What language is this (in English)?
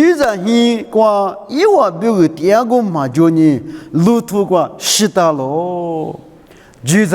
Lisu